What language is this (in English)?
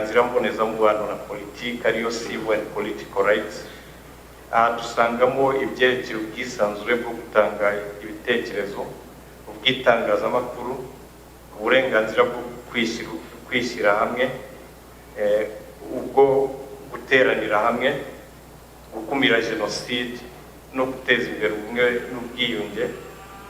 Kinyarwanda